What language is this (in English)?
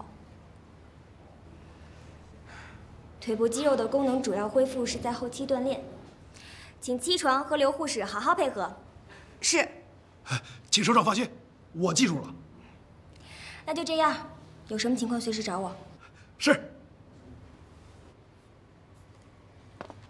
Chinese